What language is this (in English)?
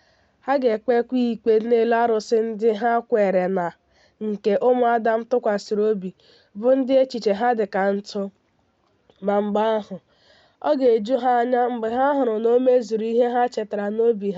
Igbo